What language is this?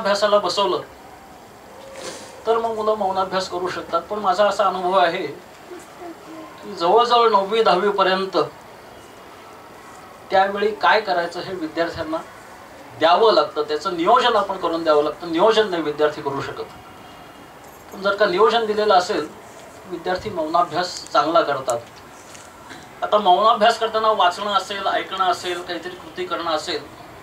Marathi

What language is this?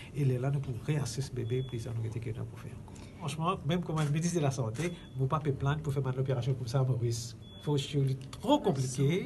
Morisyen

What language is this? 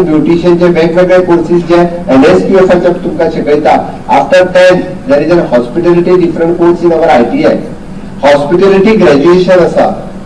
Konkani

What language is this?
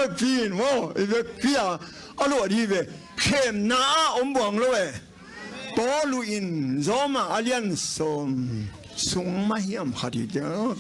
Tedim Chin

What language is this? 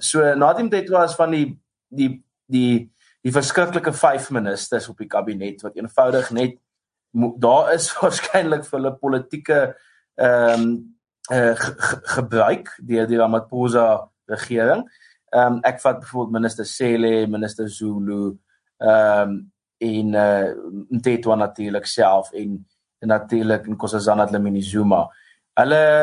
Afrikaans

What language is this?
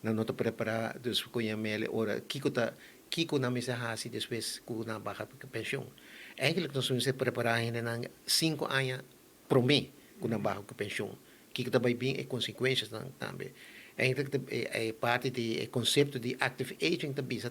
Papiamento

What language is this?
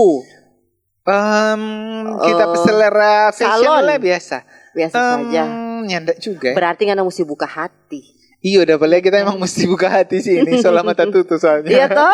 Manado Malay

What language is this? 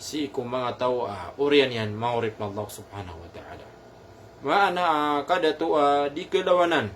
Maranao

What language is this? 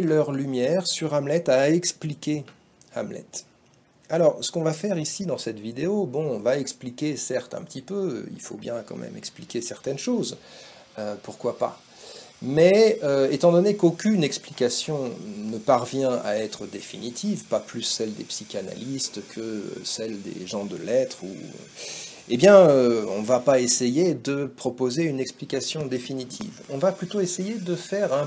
French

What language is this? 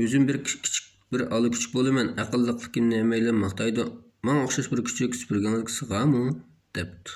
Uyghur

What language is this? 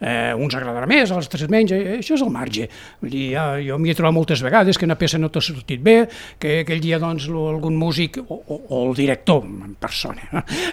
Catalan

